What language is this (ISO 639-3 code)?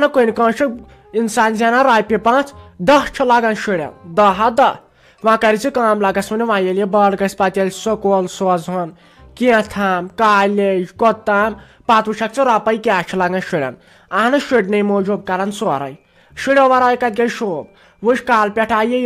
kas